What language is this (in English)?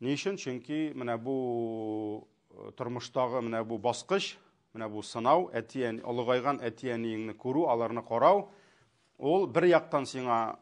Tatar